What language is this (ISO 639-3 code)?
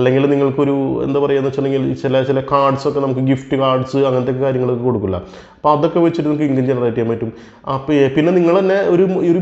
mal